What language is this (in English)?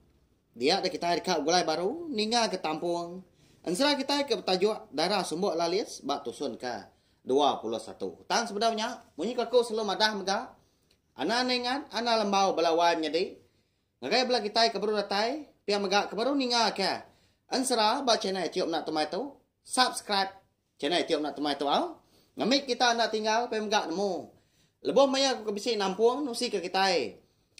Iban